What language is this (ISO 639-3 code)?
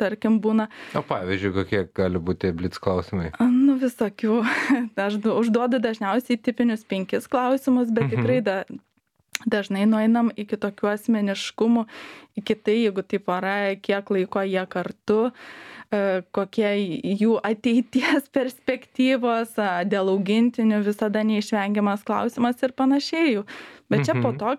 lit